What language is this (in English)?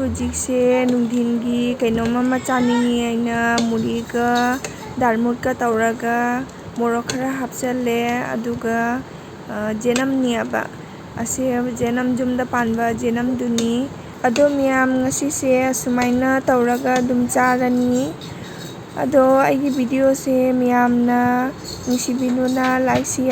Manipuri